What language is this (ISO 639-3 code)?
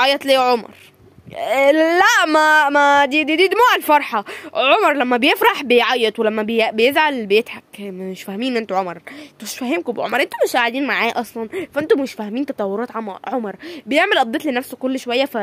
arz